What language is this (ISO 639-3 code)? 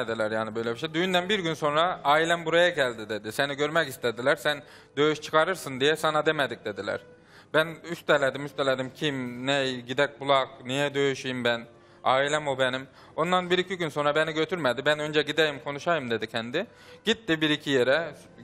tur